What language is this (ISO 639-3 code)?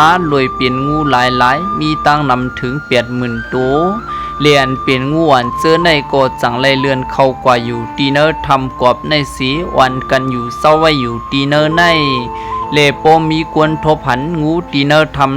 shn